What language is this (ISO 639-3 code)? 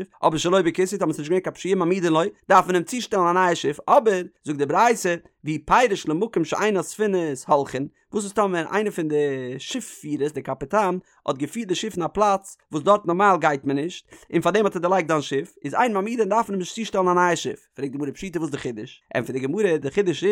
yid